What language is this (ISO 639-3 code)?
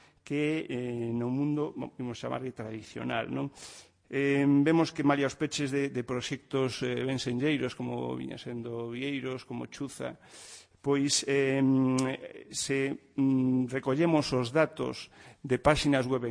glg